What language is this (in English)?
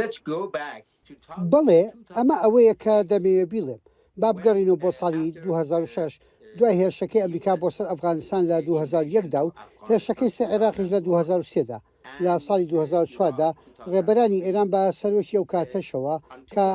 Central Kurdish